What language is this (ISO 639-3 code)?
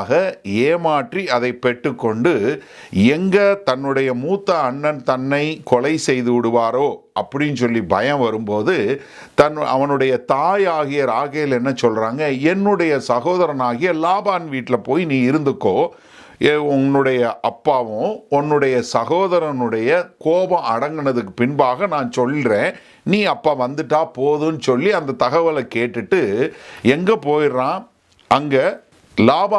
tam